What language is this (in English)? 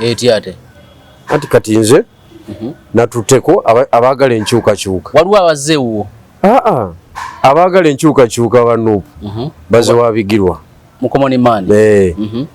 Ganda